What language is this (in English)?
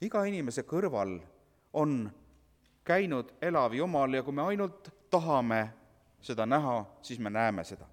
Estonian